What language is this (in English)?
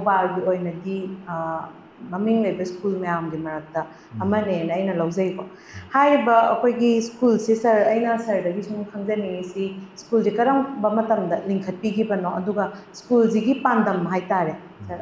Manipuri